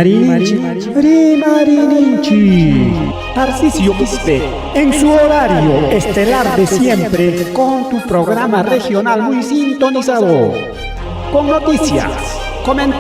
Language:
Ayacucho Quechua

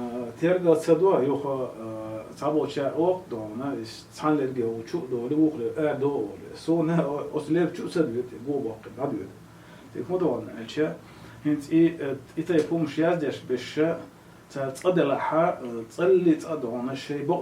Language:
Chechen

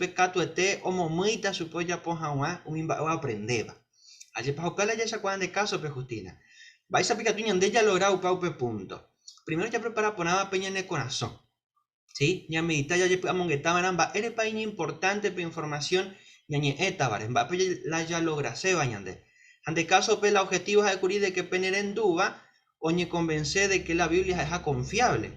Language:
Guarani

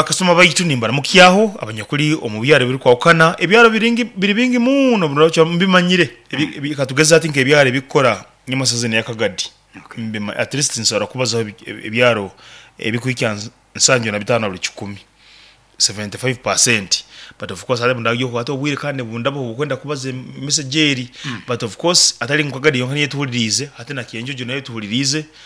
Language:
Nyoro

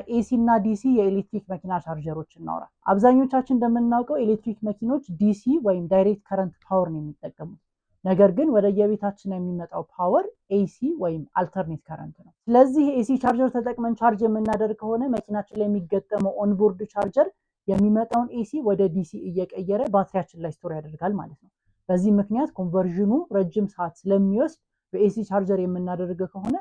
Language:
Amharic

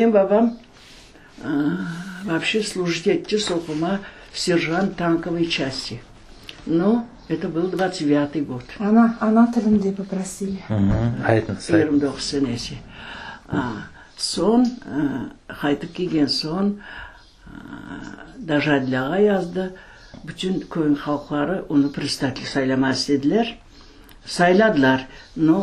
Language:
Crimean Tatar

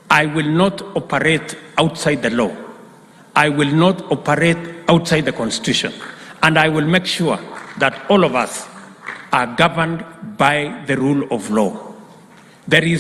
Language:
Gusii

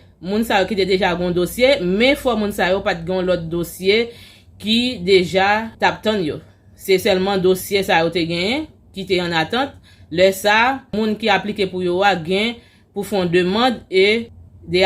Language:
Haitian Creole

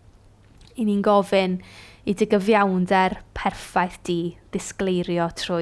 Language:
Welsh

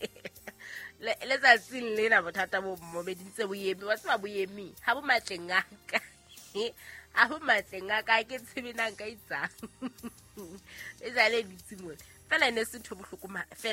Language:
Southern Sotho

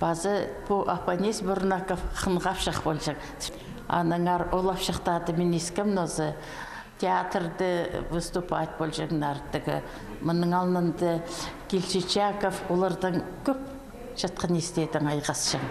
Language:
Khakas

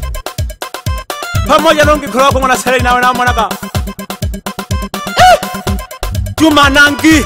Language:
Swahili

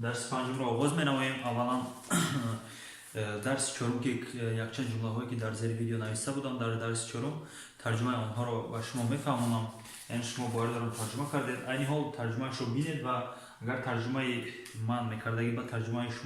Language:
Tajik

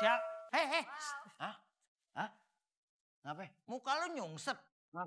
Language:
Betawi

